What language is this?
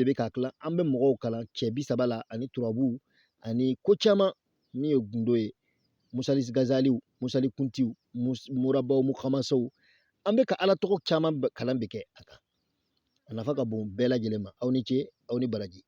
Bambara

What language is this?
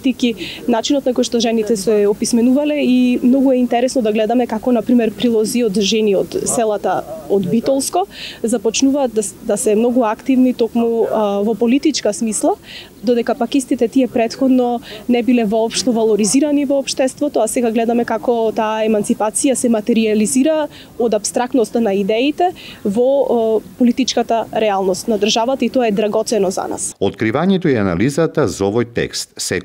Macedonian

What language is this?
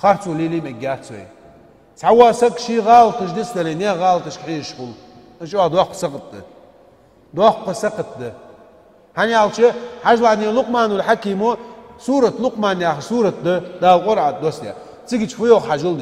Ingush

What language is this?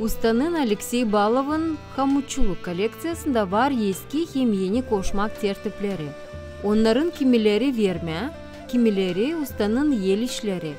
Gagauz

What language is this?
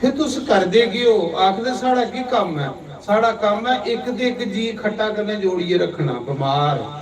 Dogri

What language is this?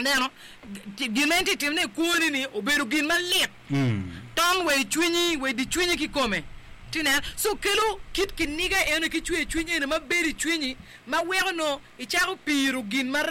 Acoli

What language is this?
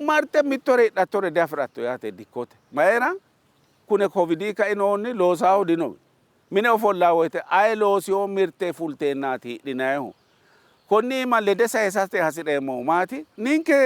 Sidamo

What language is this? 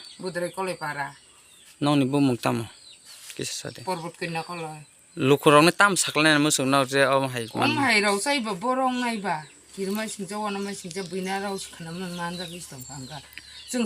Kok Borok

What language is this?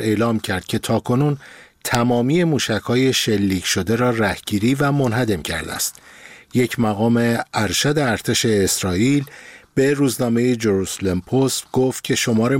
Persian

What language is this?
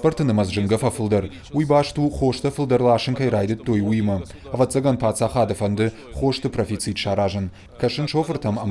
Ossetic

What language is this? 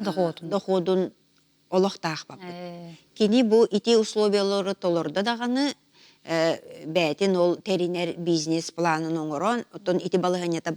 Yakut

